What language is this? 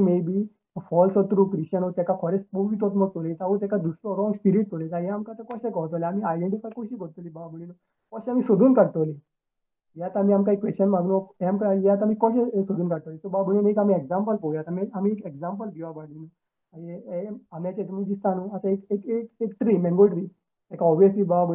Konkani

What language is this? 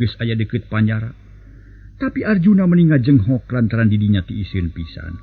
Sundanese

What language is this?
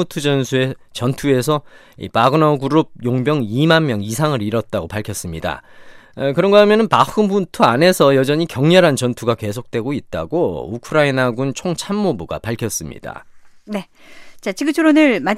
Korean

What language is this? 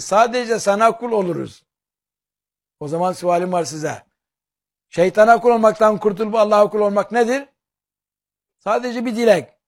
Turkish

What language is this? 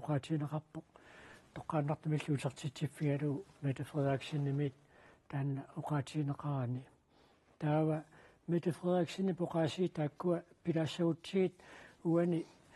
Kalaallisut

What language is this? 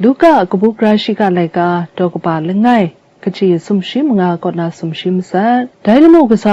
Kachin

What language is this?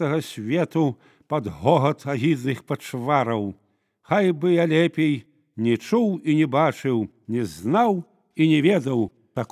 Belarusian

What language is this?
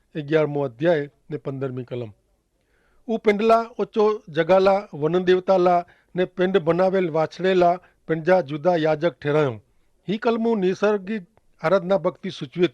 Kachhi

